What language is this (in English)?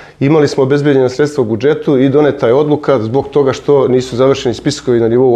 Serbian